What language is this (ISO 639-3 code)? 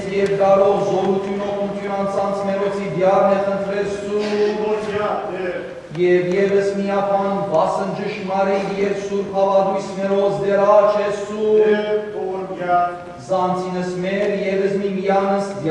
hyw